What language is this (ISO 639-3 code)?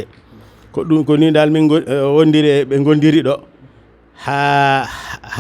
ful